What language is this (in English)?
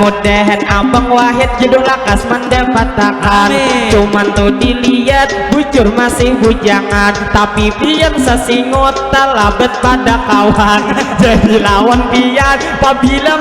Banjar